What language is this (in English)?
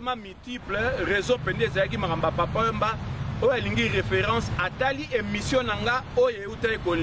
Lingala